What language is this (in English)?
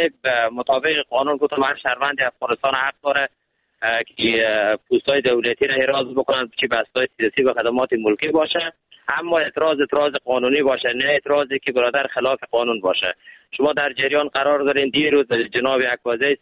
Persian